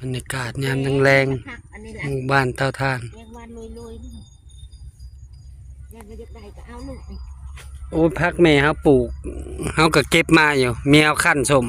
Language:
Northeastern Thai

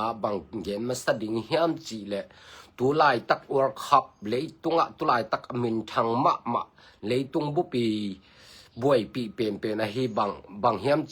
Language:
Tedim Chin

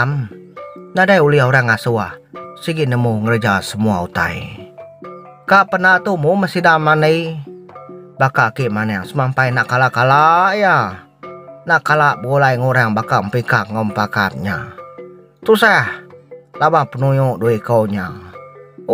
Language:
Iban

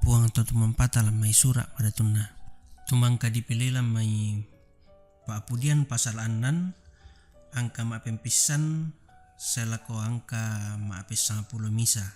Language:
Toraja-Sa'dan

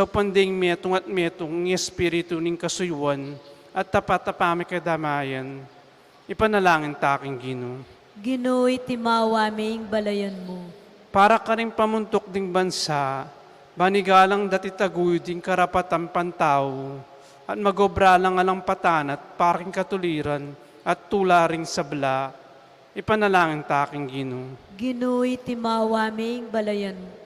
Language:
Pampanga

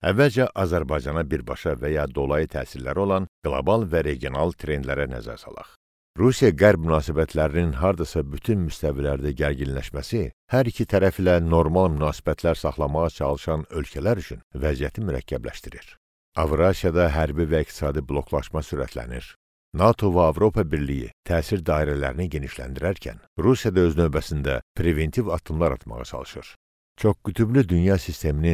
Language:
Azerbaijani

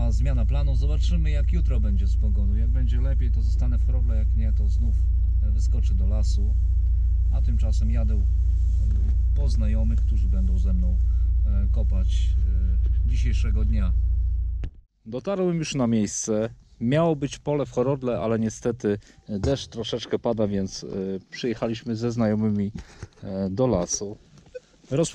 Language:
Polish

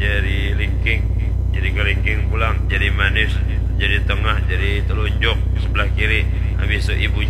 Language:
Banjar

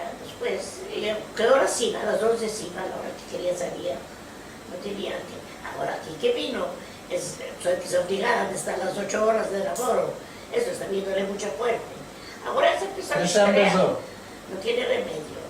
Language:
Ladino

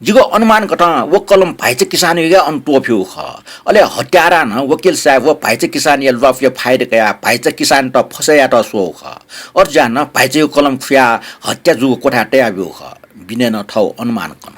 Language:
Newari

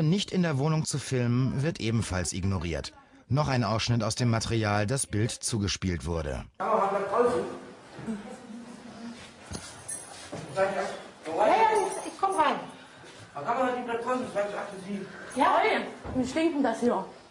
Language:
German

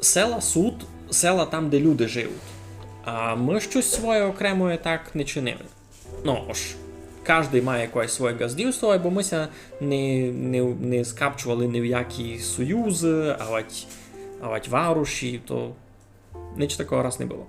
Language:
Rusyn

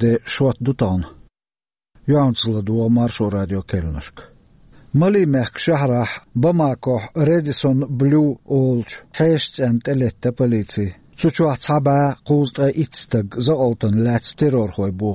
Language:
Chechen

